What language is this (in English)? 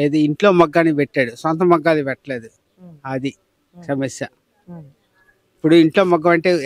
Telugu